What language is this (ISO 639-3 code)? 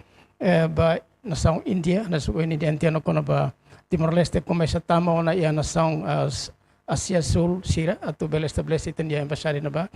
tet